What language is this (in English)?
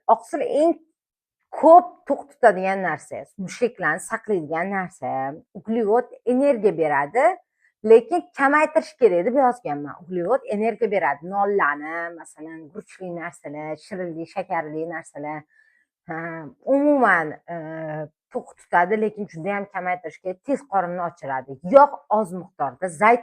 Uzbek